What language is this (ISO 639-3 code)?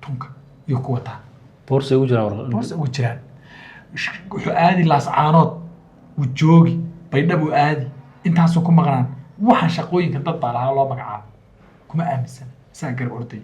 som